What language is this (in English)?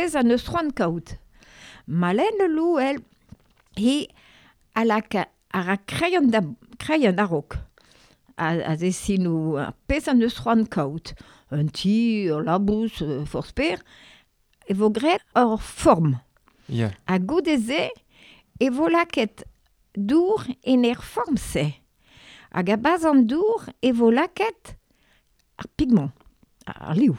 Breton